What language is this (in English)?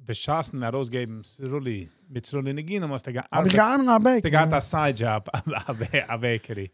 Yiddish